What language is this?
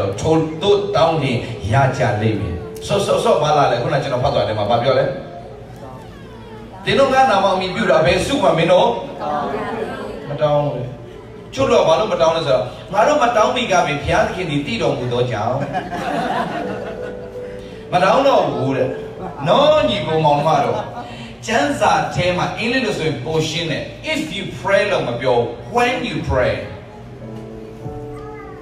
Burmese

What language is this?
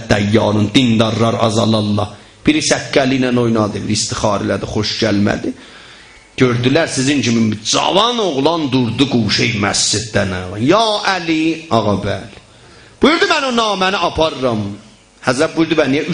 South Azerbaijani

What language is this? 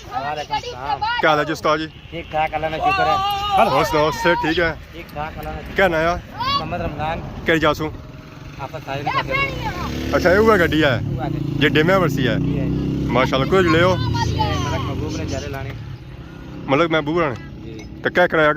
Pahari-Potwari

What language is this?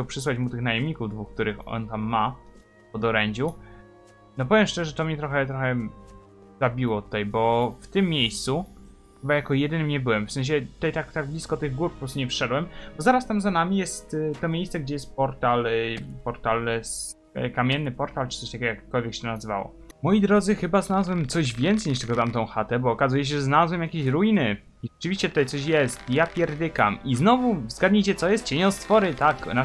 Polish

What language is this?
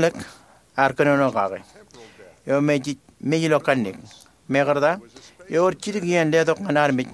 Marshallese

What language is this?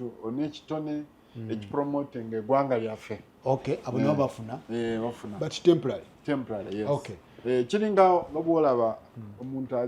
Ganda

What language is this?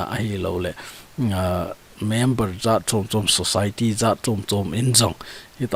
Thado Chin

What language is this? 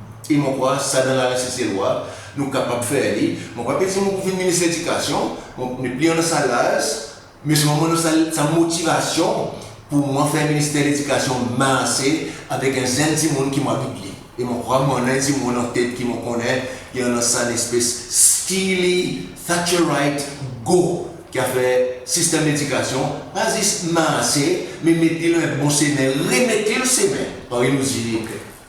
Seselwa Creole French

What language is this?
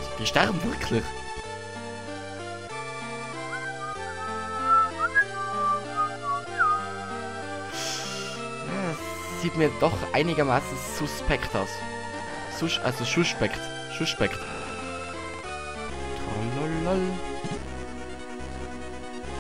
German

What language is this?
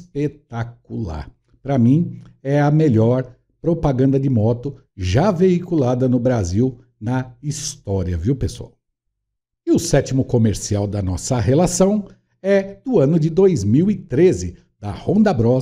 Portuguese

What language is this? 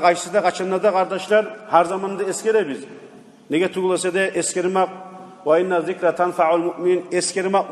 Kumyk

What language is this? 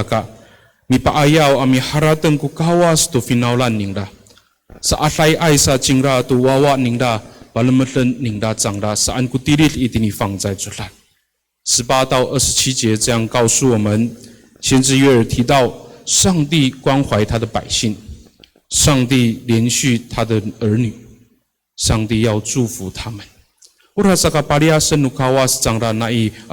Amis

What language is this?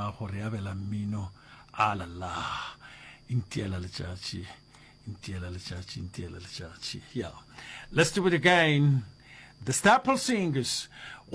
Northern Sotho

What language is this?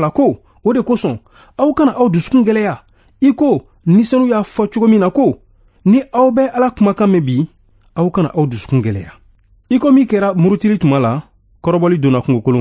Bambara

